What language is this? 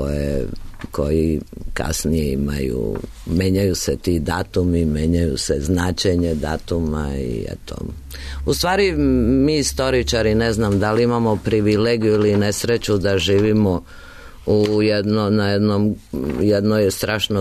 Serbian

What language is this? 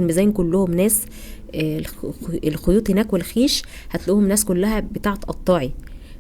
Egyptian Arabic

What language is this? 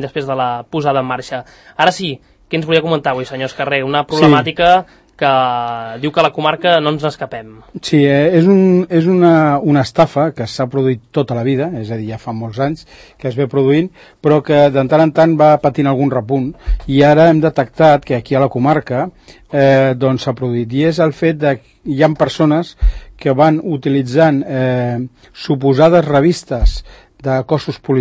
Catalan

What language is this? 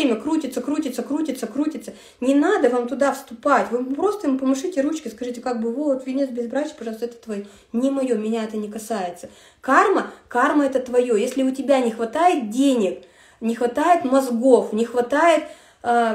Russian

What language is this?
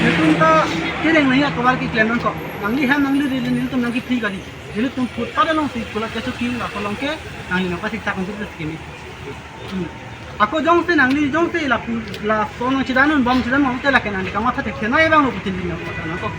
Karbi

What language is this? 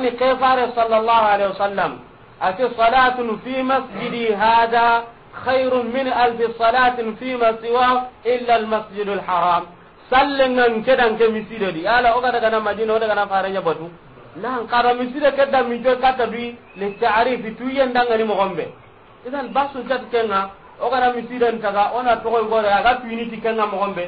Soninke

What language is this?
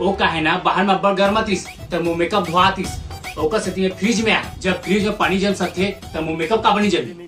Chhattisgarhi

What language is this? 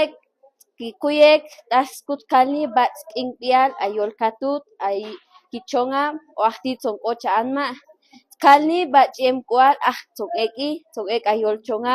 Chuj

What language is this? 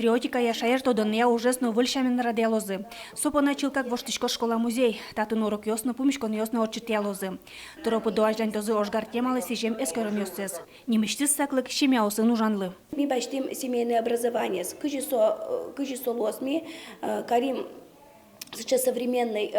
Udmurt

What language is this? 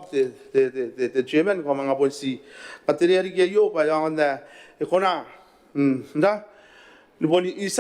Gilbertese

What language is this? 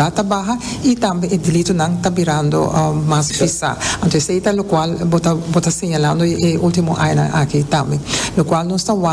Papiamento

